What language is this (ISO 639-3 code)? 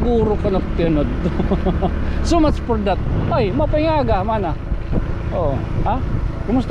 war